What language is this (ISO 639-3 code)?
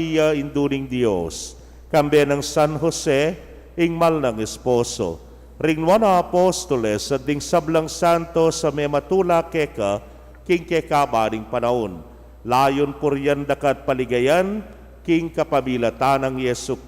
pam